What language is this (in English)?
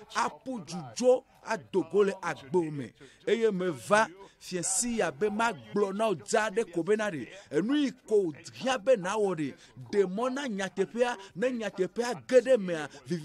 Ewe